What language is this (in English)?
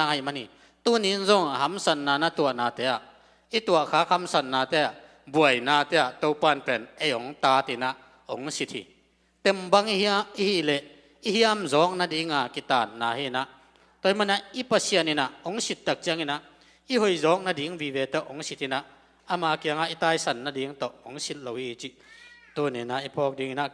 Tedim Chin